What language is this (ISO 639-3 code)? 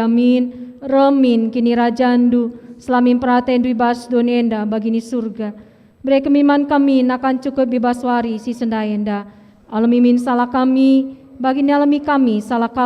btx